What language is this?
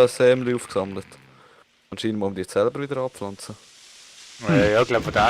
Swiss German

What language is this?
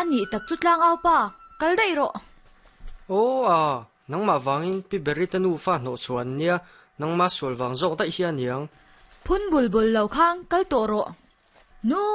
Mizo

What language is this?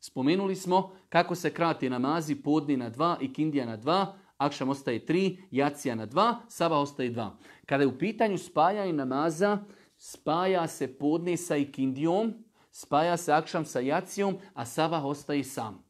Bosnian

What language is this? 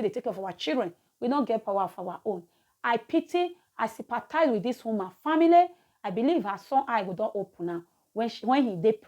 Nigerian Pidgin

